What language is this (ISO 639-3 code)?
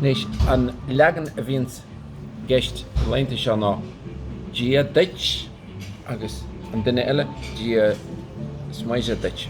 gle